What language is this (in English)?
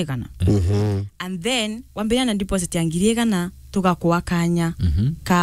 Meru